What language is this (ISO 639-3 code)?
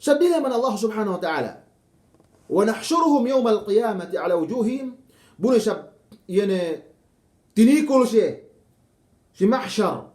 yka